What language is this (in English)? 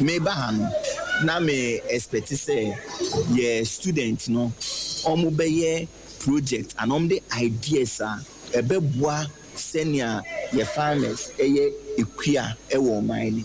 Akan